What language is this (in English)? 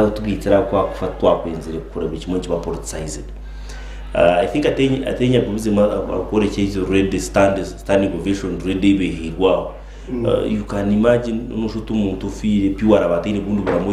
Nyankole